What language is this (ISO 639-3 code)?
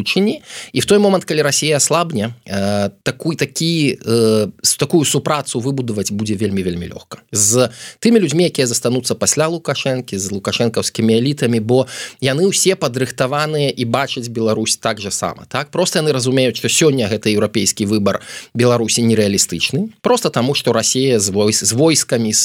bel